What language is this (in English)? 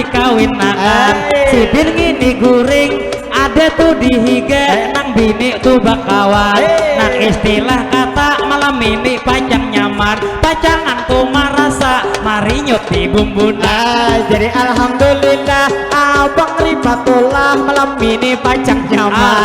Banjar